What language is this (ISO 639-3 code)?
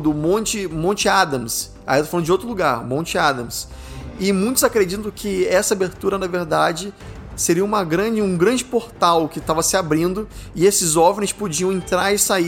por